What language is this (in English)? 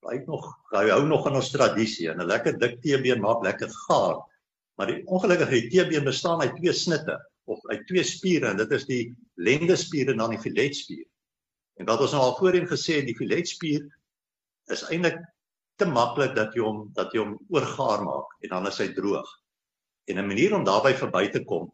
Afrikaans